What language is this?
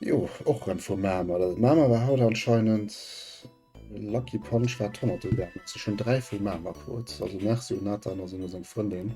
Luxembourgish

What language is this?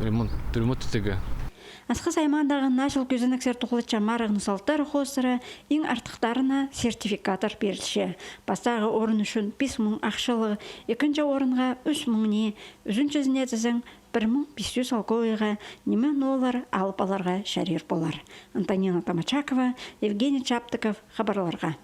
Khakas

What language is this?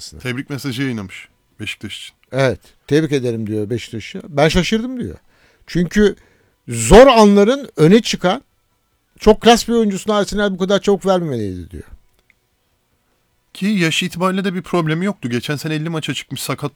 Turkish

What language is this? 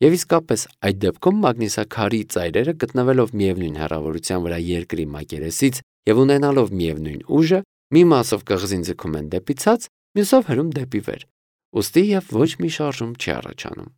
Armenian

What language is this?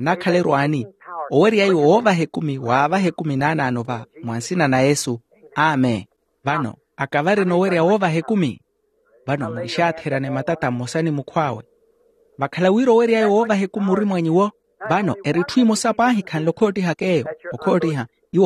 Makhuwa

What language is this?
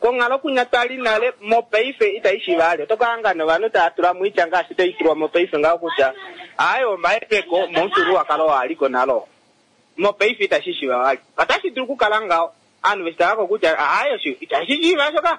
Kuanyama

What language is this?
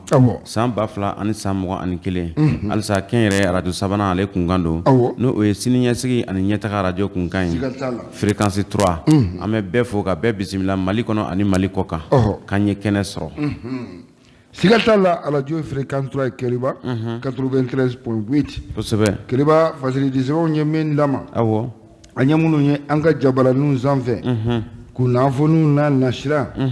Bambara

